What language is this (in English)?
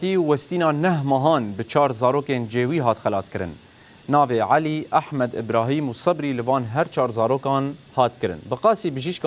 Kurdish